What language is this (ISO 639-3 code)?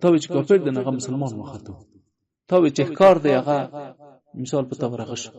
pus